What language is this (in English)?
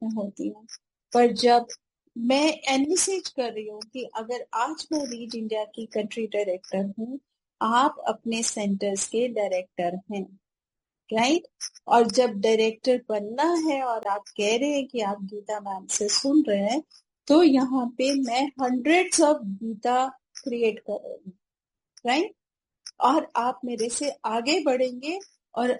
Hindi